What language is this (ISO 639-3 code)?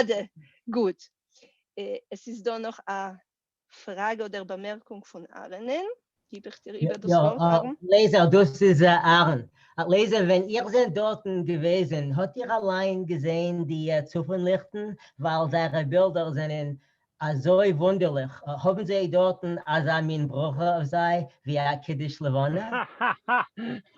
yid